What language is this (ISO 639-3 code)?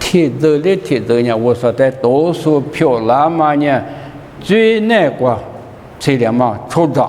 lis